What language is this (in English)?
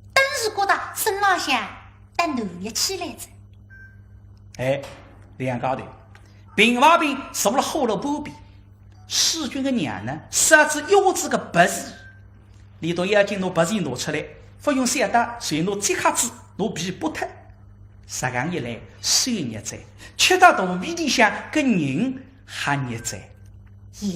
Wu Chinese